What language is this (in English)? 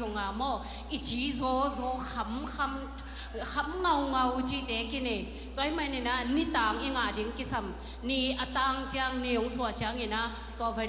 Tedim Chin